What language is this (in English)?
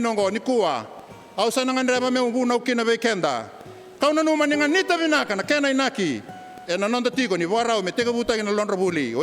Fijian